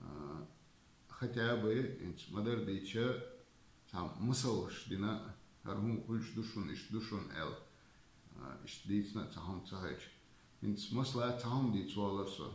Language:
Chechen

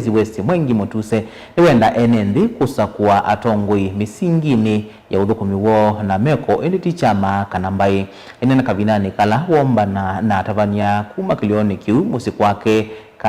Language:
Kamba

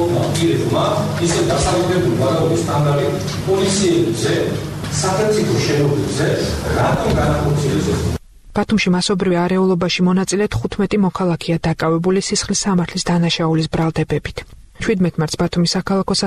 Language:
Georgian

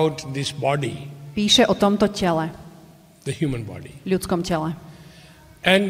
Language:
Slovak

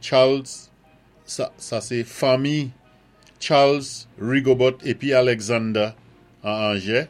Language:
Saint Lucian Creole French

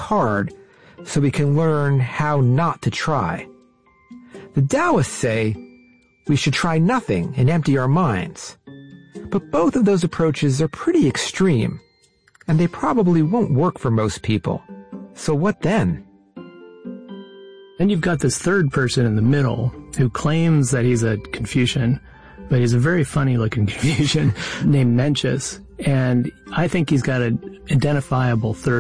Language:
English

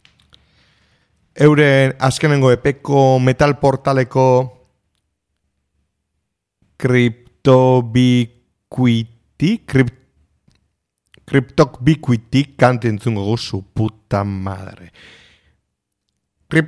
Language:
Basque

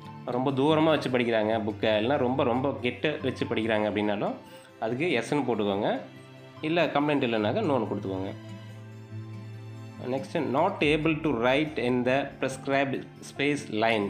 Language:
Tamil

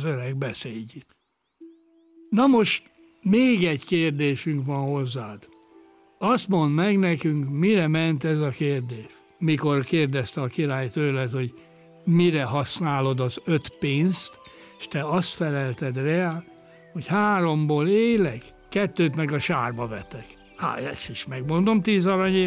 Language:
Hungarian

